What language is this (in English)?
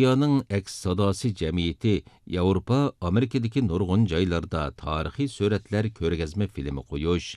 Uyghur